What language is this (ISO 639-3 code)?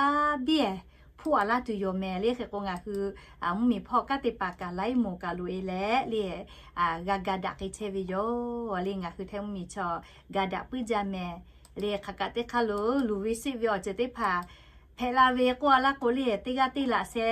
lhu